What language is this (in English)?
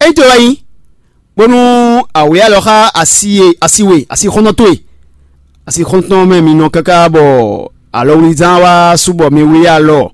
Fon